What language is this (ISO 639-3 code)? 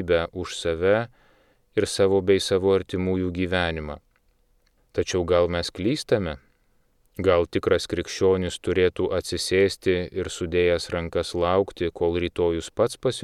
lit